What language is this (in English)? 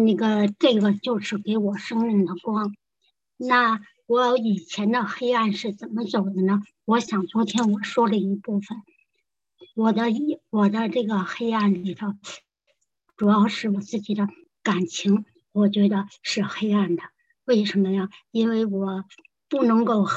Chinese